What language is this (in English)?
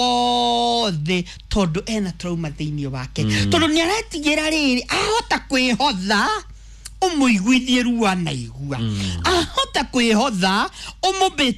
Kikuyu